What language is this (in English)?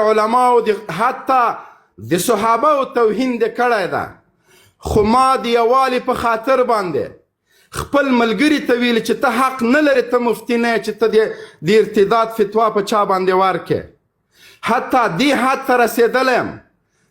Pashto